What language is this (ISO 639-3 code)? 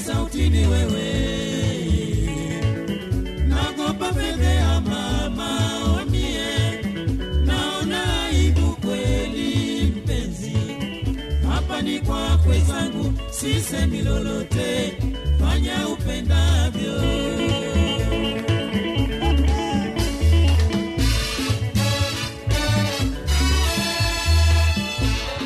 swa